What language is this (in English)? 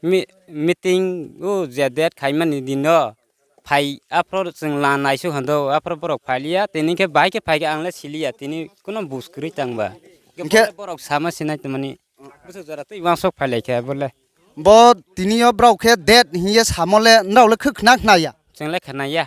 Riang (India)